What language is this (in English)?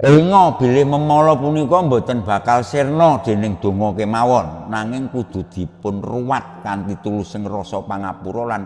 Javanese